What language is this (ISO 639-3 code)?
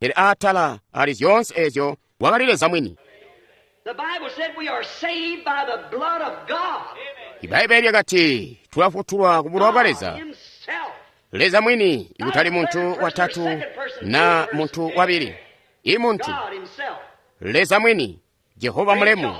toi